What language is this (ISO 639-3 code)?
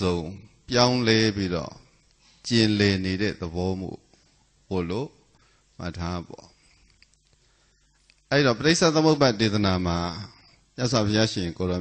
mya